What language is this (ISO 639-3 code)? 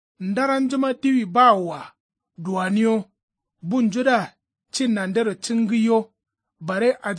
kau